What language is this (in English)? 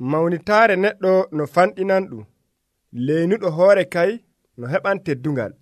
Nigerian Fulfulde